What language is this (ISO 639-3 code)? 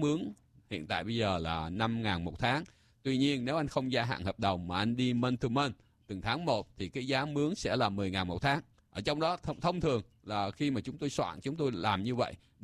vie